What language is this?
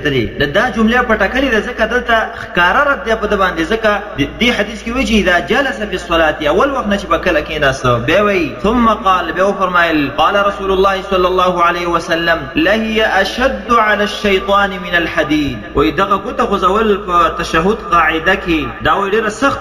Pashto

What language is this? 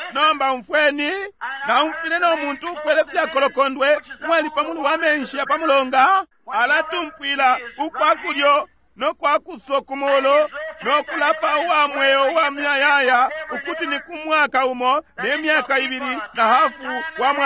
Bemba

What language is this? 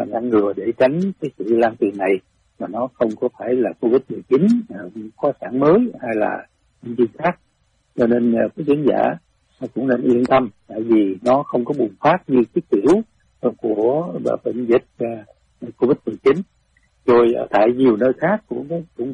Vietnamese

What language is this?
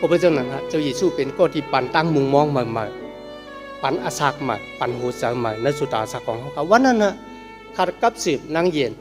Shan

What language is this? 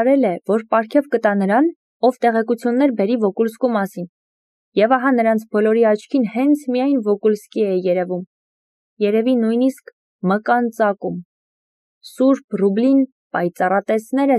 Armenian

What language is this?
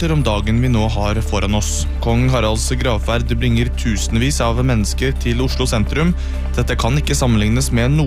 Norwegian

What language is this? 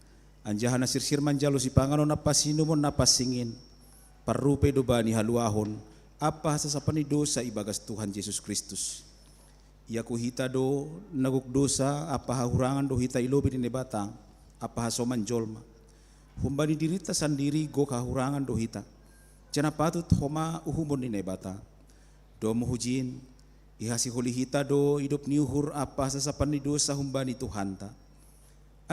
Batak Simalungun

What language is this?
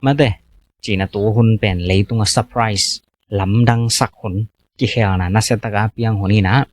Tedim Chin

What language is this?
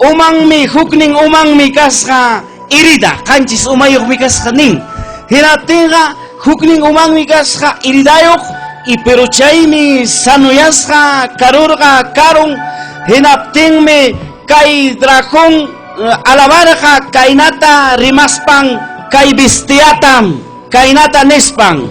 Ayacucho Quechua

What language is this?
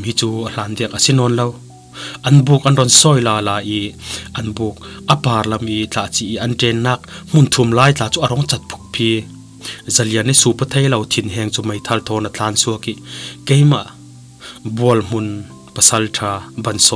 Falam Chin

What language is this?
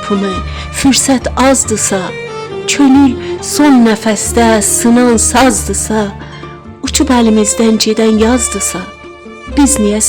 South Azerbaijani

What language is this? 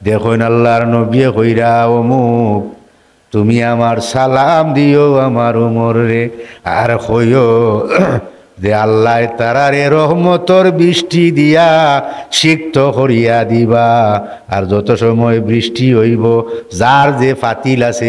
Sylheti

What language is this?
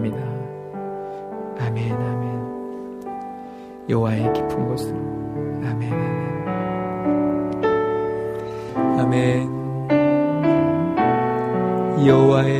Korean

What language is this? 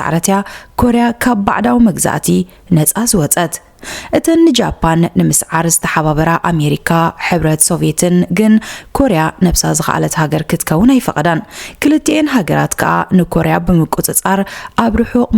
Tigrinya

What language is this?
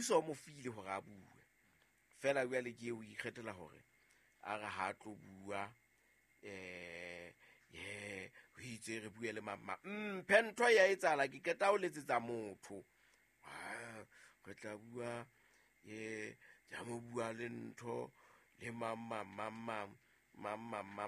Southern Sotho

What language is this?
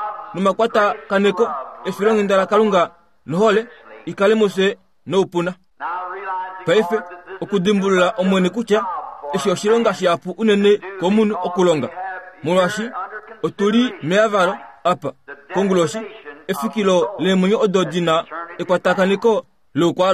Kuanyama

